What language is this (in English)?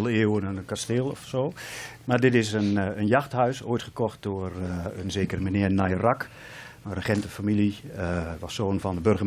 Dutch